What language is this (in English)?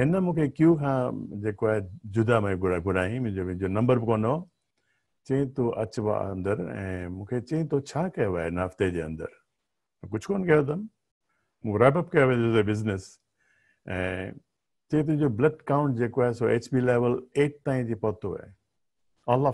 Sindhi